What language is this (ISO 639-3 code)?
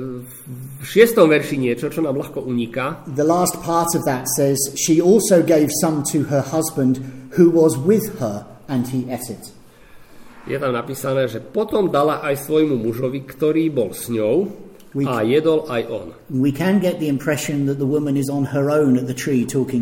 slk